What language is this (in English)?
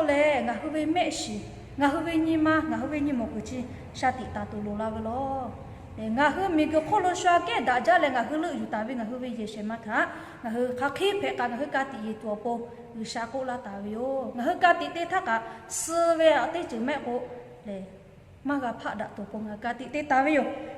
Lahu